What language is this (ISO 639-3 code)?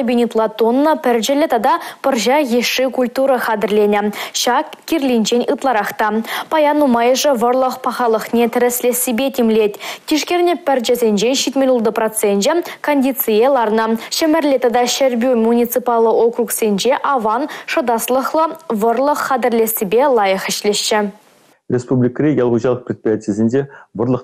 chv